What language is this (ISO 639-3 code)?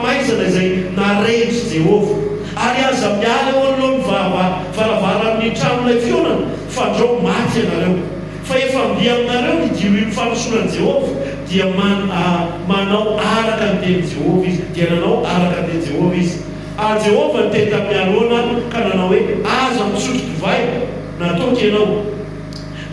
mlg